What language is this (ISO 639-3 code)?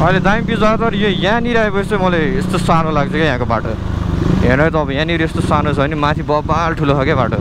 nep